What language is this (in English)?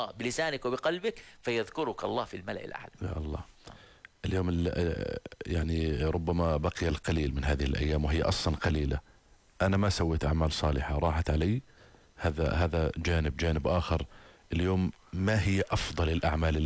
Arabic